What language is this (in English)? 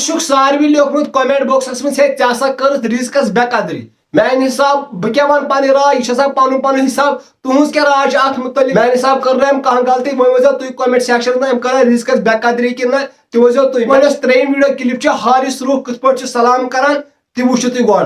Kashmiri